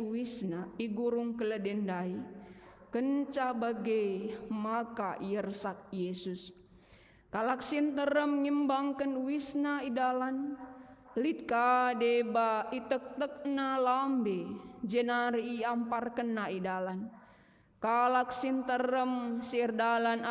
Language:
Batak Karo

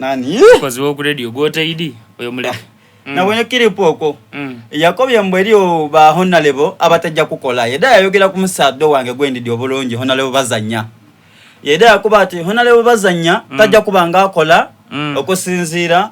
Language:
Soga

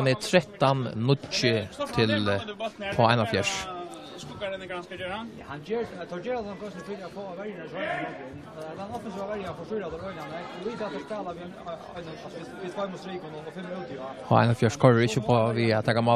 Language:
Faroese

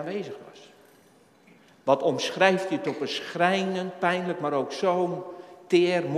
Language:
Dutch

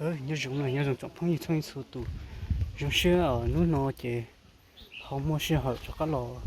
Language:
Hmong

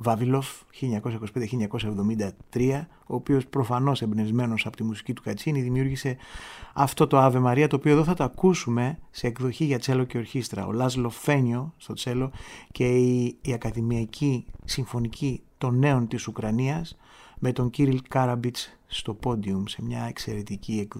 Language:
Greek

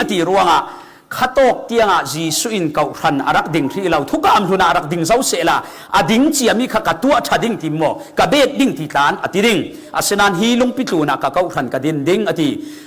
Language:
Falam Chin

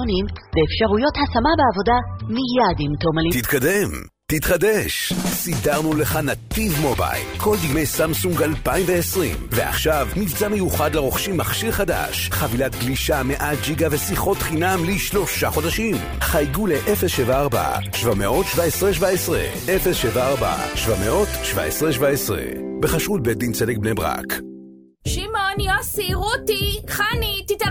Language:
Hebrew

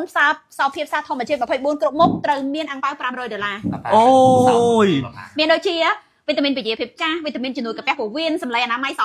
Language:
Khmer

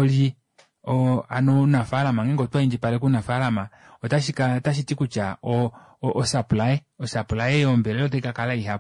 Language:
Kuanyama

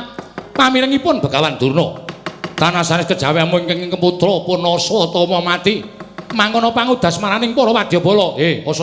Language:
Javanese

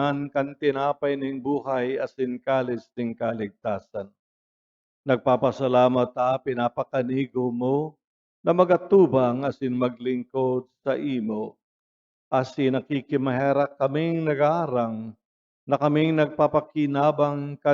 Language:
Bikol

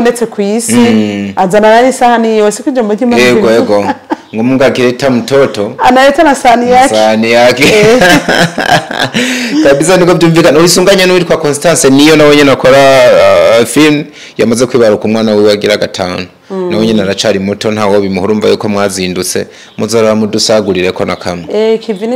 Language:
Rundi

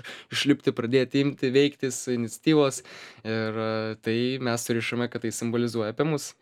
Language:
Lithuanian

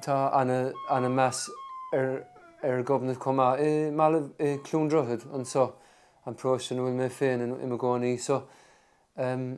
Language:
Irish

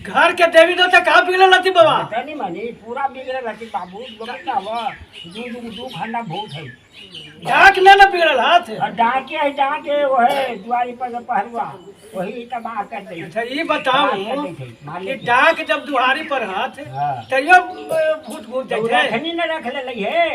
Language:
Magahi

